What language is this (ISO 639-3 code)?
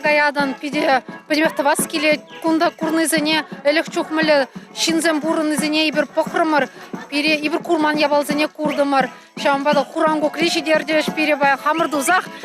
chv